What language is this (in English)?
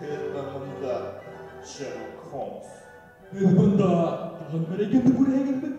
Bashkir